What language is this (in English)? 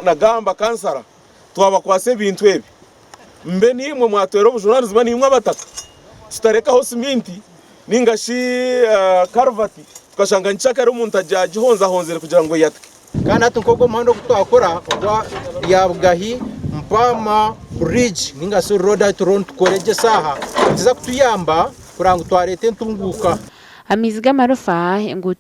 Nyankole